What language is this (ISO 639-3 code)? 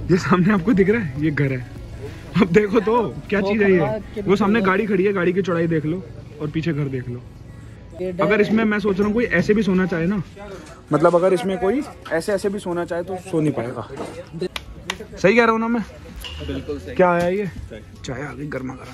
hin